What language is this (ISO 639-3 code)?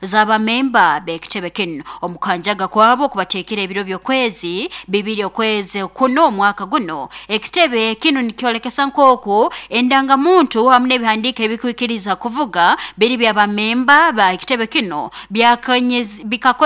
nyo